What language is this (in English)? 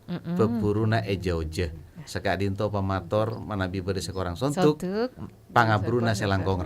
Madurese